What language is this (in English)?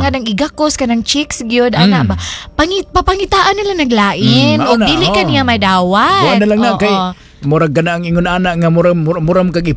Cebuano